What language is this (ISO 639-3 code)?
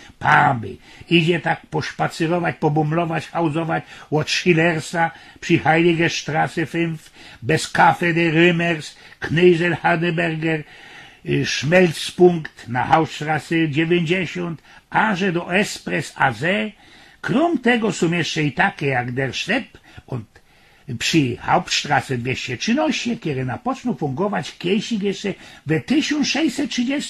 szl